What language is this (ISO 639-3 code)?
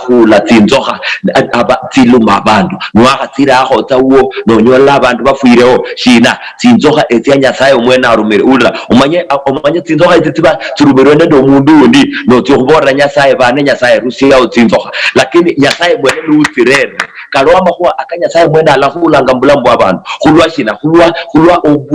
luy